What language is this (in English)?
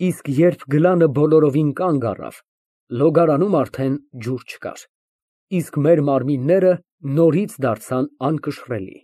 Armenian